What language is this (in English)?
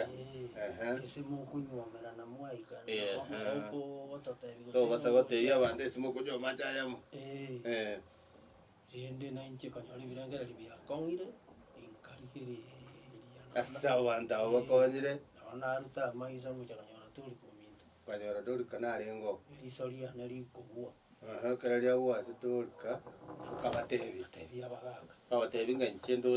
Gusii